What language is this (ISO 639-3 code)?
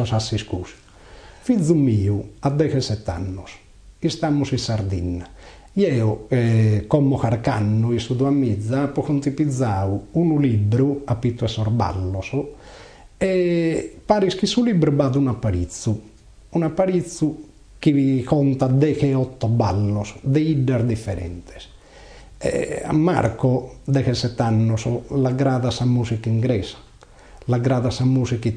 srd